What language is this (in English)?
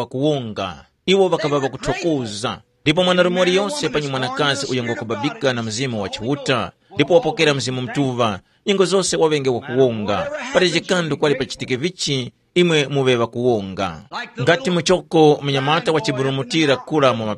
Tumbuka